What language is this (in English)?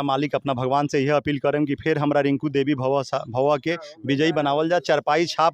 Bhojpuri